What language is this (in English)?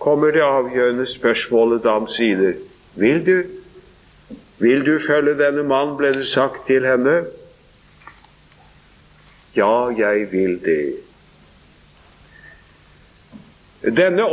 Norwegian